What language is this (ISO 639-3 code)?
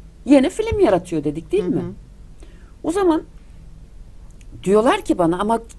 tur